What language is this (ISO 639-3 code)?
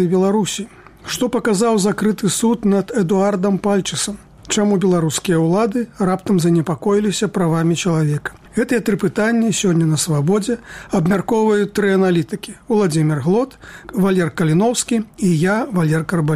bel